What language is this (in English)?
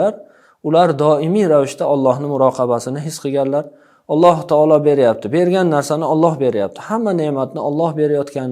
Uzbek